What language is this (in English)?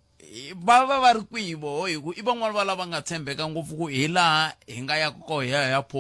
Tsonga